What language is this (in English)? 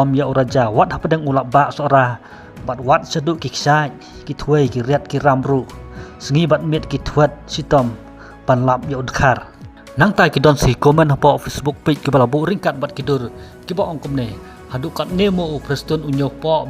Khasi